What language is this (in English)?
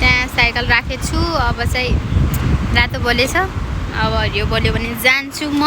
Nepali